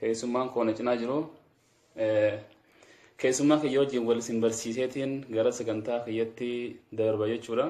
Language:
Oromo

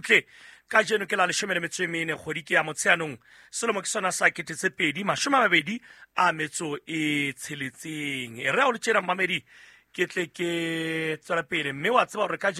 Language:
Southern Sotho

